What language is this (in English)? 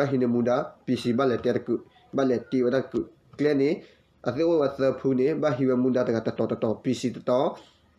S'gaw Karen